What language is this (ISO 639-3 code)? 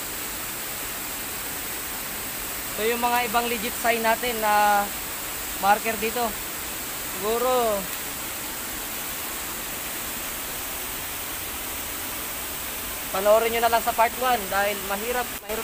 fil